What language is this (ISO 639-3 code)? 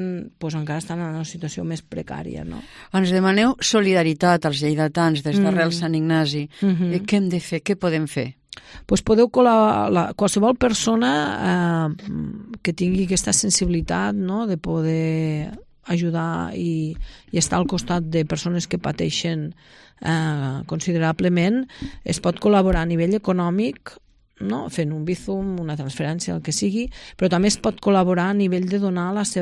cat